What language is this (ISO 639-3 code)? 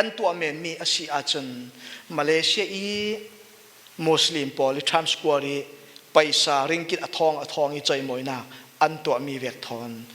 cfm